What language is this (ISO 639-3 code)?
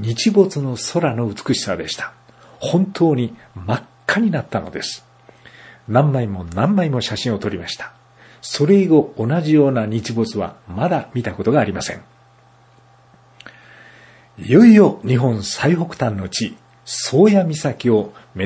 jpn